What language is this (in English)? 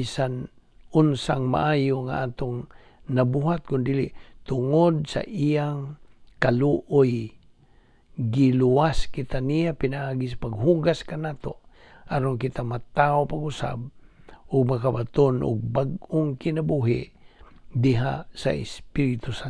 Cebuano